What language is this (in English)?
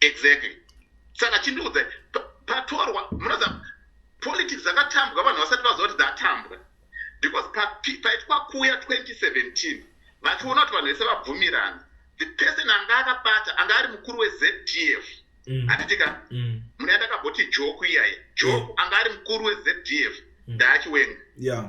Shona